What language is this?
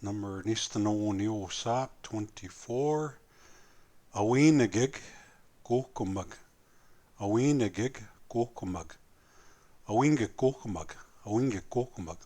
Plains Cree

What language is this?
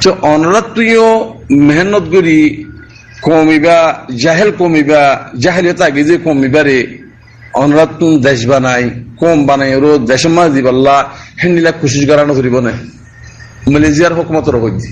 Rohingya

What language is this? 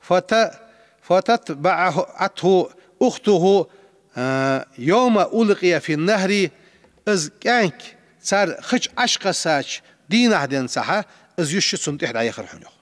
Ingush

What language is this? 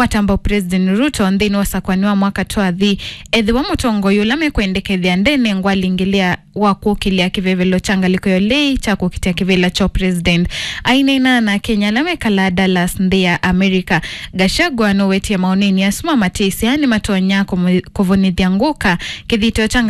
Kamba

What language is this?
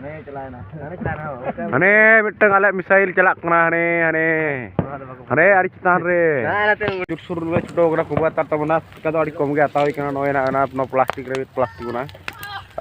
Santali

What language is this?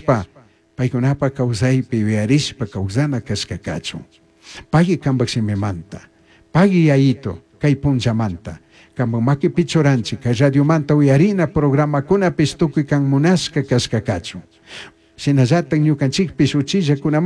Chimborazo Highland Quichua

